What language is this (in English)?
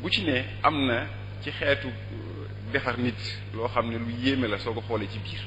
Wolof